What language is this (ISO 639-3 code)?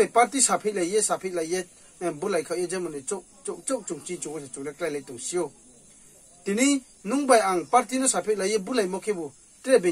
ria